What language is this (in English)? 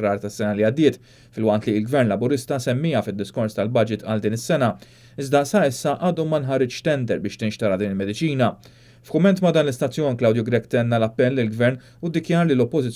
Maltese